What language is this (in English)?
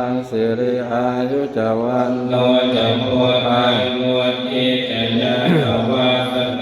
Pali